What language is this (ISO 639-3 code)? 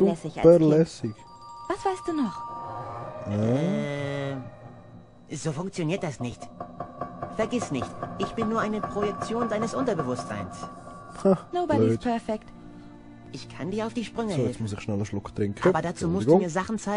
gsw